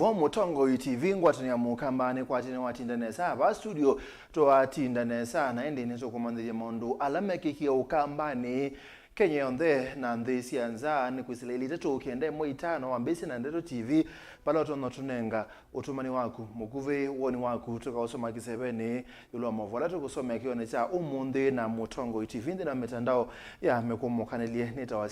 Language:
Kamba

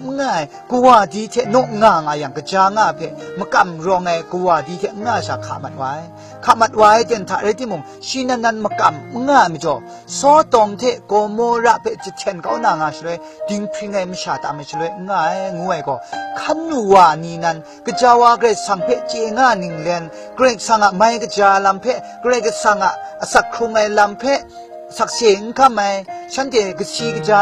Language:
Kachin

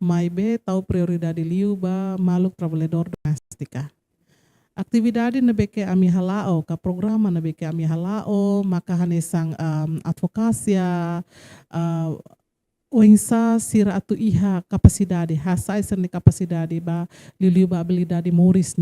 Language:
Tetum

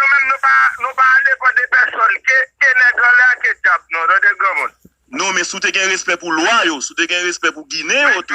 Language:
Haitian Creole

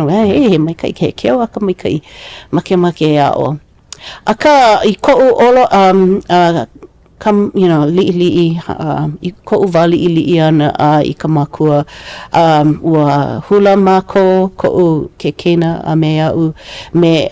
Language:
Hawaiian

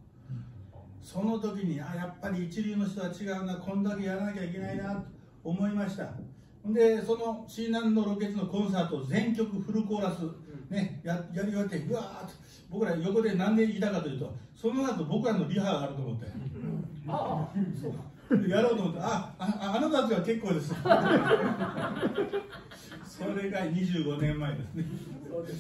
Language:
Japanese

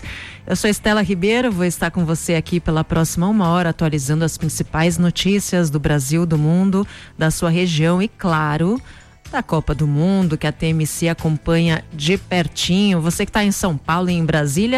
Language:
Portuguese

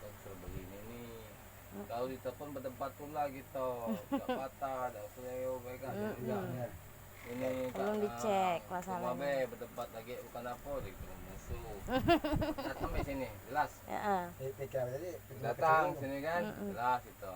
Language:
Musi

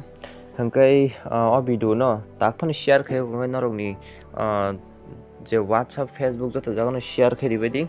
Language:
Kok Borok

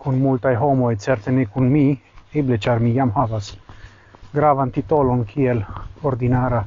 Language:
Esperanto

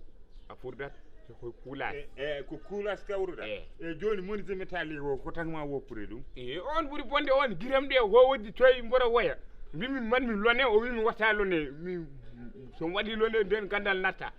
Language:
Fula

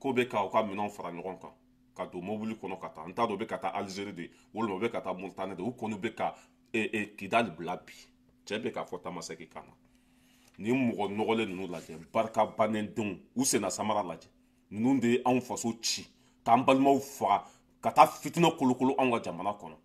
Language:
Bambara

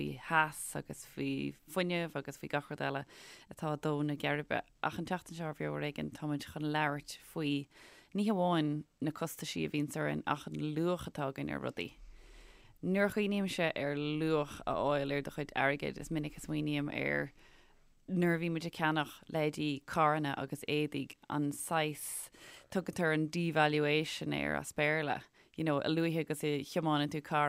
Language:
Irish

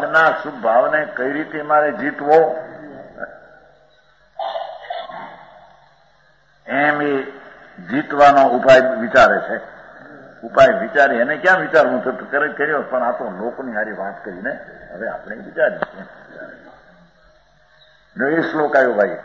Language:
Gujarati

